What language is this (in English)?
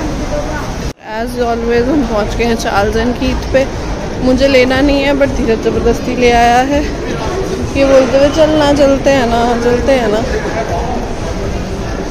Hindi